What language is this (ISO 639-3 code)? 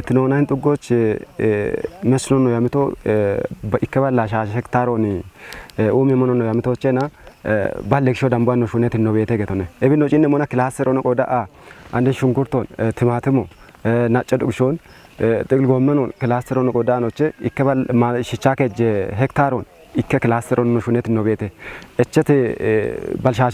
kbr